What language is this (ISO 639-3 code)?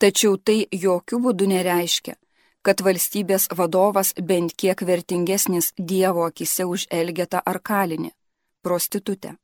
lit